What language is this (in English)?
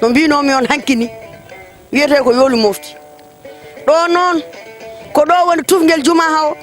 Fula